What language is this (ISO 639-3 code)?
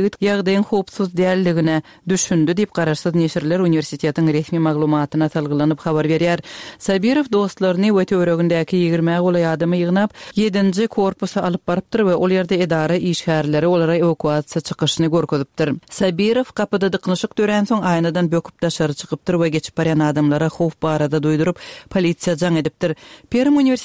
tuk